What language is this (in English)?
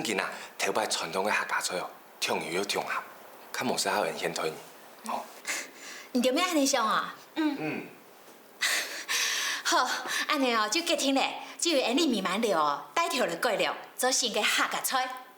Hakka Chinese